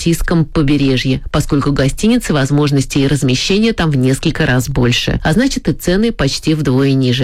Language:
Russian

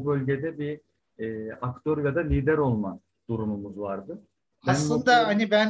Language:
Turkish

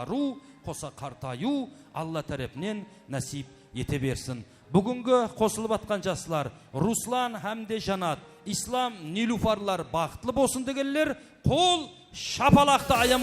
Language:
Kara-Kalpak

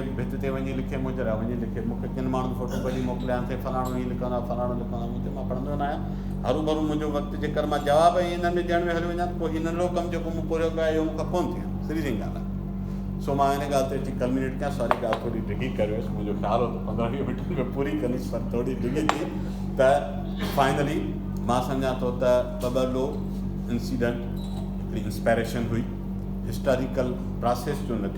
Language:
Sindhi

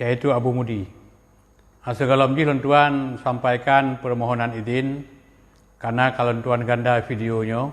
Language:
Achinese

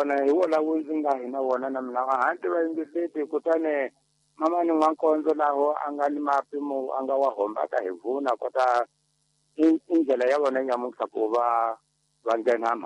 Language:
Tsonga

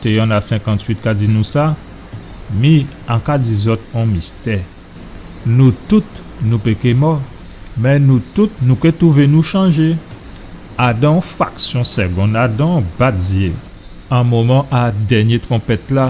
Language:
Guadeloupean Creole French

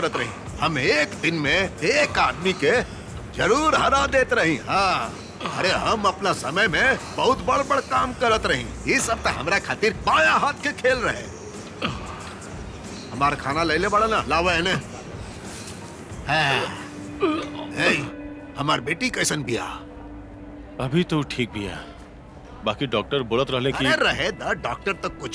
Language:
Bhojpuri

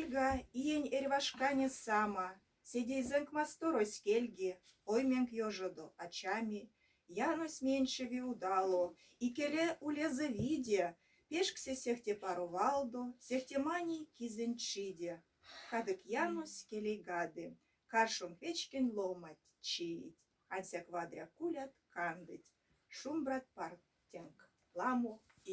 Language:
Erzya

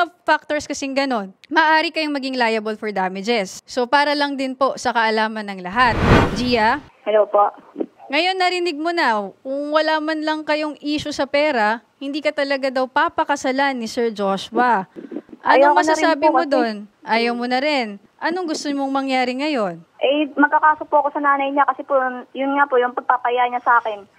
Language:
Filipino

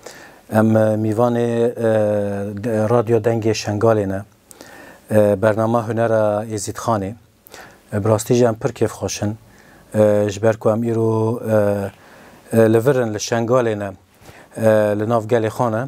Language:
Kurdish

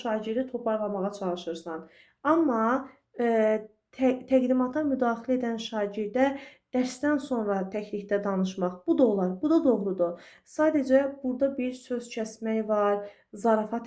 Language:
Azerbaijani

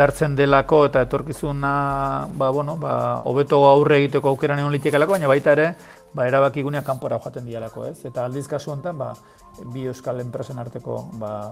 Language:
Basque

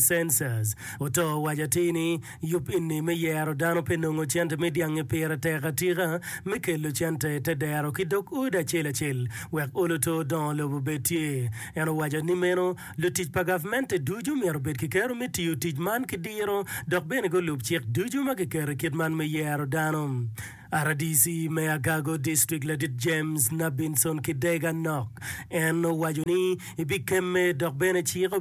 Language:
Acoli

